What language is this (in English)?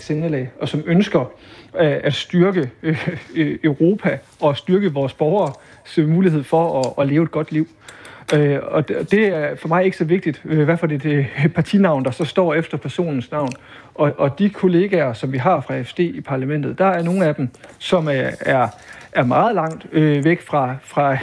Danish